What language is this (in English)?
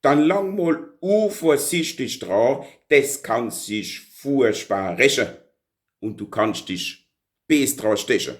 Palatine German